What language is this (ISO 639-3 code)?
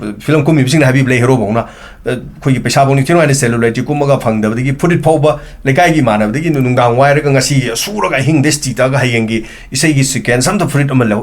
mni